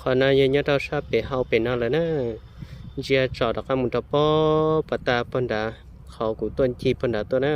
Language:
Hmong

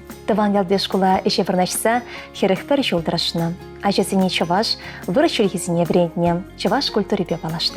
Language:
Chuvash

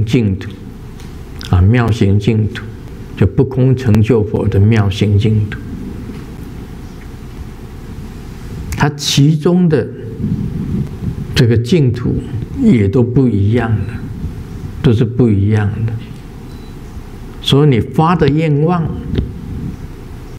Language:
Chinese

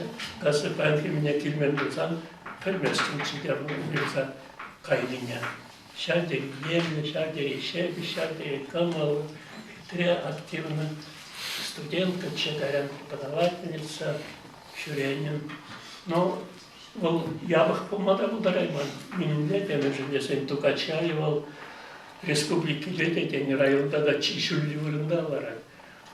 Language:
Chuvash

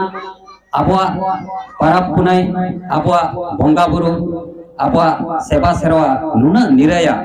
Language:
Santali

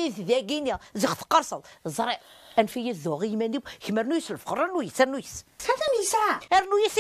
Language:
Kabyle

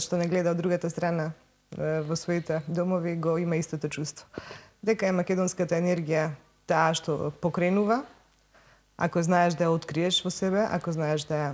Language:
Macedonian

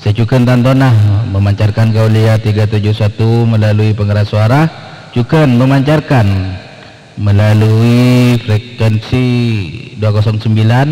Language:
Madurese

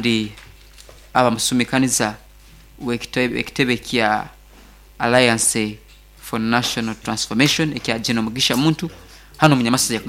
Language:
Nyankole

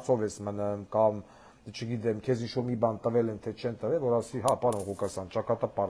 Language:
Armenian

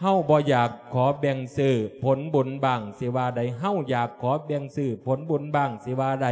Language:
Lao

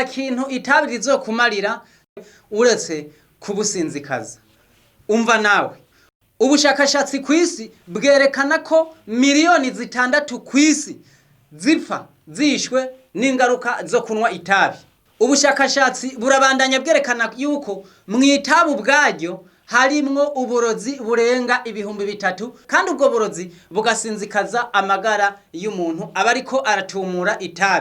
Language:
Rundi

